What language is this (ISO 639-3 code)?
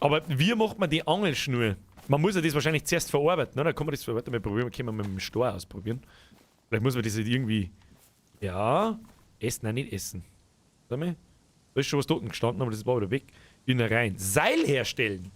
bar